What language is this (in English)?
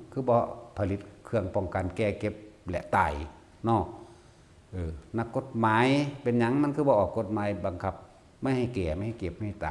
Northeastern Thai